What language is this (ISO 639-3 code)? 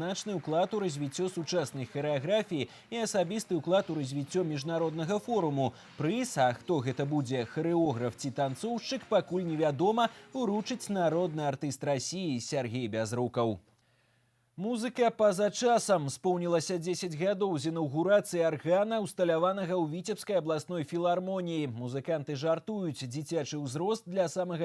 bel